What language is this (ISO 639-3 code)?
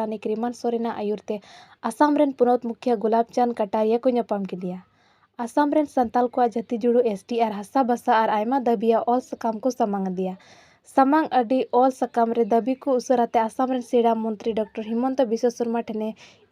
sat